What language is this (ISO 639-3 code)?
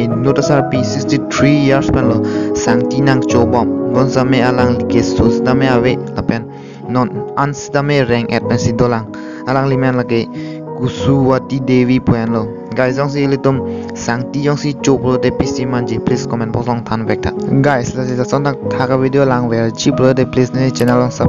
mjw